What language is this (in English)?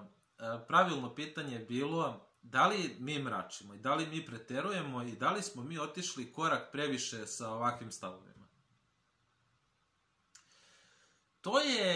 Serbian